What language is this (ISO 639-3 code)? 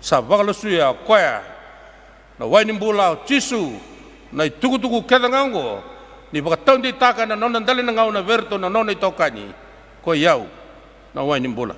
fij